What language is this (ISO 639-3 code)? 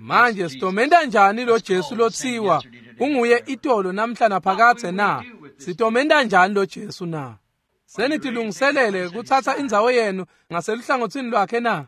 ssw